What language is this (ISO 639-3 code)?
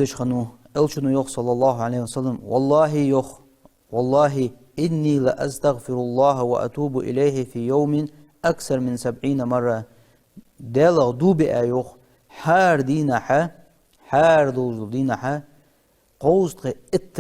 inh